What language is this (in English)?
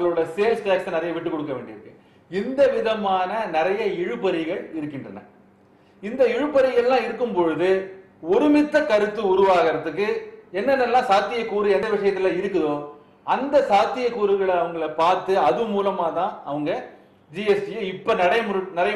Tamil